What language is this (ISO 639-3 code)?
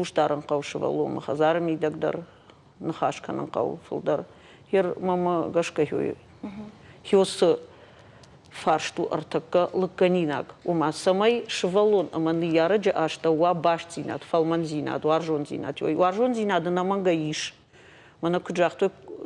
oss